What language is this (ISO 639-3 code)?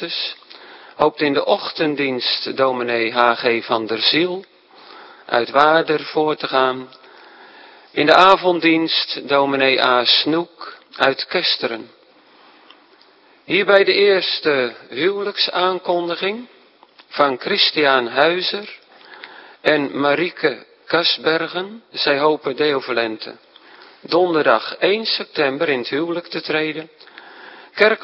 nld